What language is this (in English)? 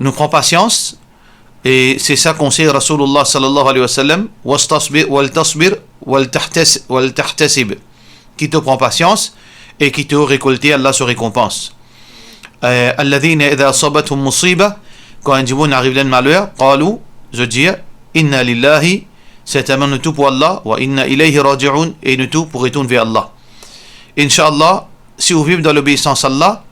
Morisyen